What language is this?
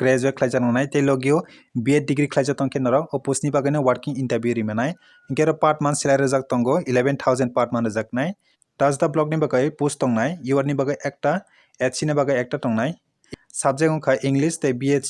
Kok Borok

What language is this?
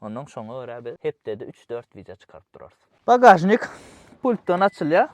Turkmen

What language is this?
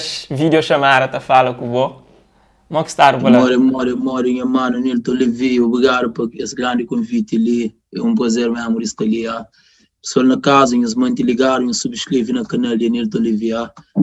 Kabuverdianu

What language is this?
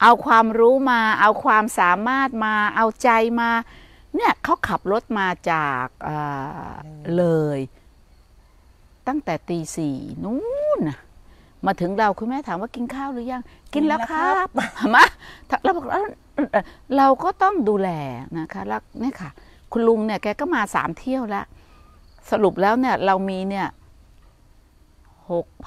Thai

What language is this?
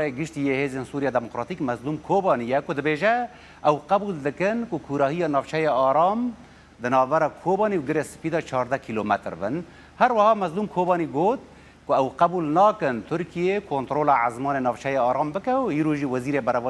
Kurdish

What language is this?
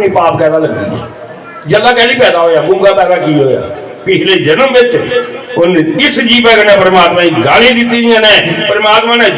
Dogri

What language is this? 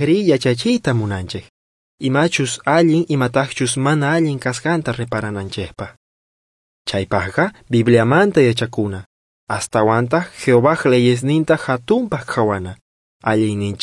South Bolivian Quechua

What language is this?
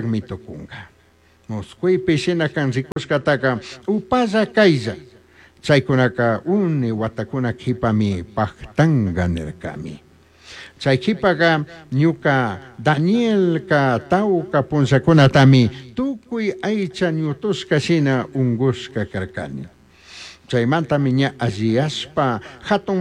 Chimborazo Highland Quichua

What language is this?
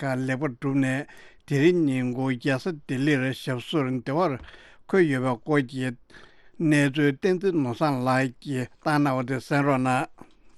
Tibetan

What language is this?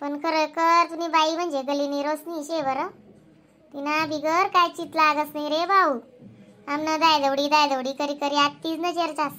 Khandesi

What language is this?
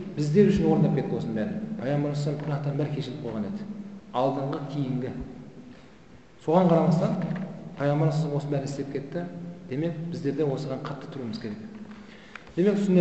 Kazakh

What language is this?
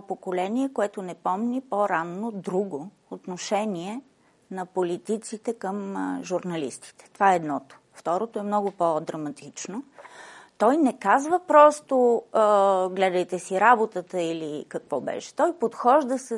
Bulgarian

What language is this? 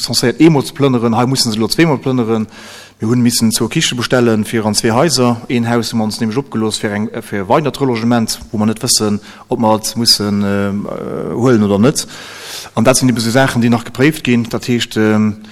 Luxembourgish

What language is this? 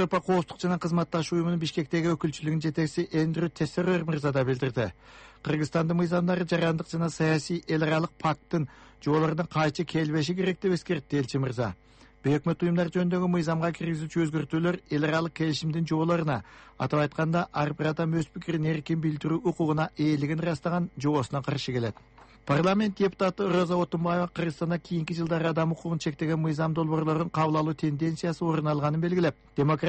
Kyrgyz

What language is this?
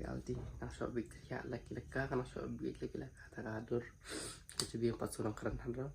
Khasi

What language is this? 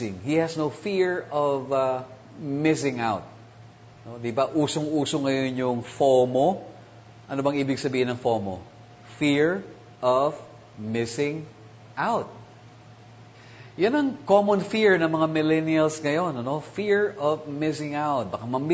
Filipino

